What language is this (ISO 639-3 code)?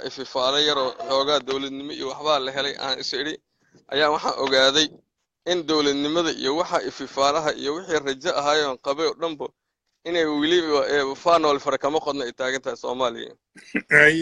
som